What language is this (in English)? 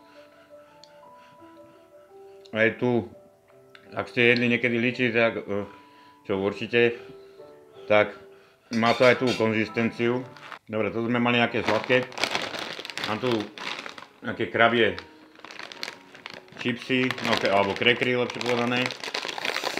Slovak